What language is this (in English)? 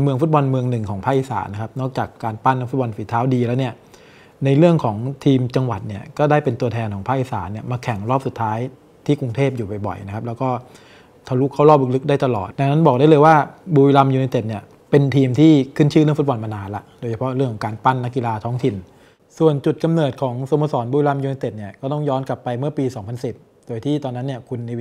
Thai